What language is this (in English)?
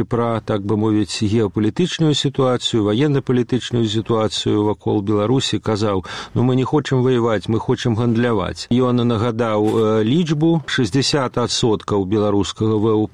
Belarusian